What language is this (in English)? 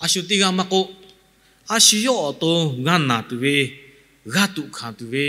Lahu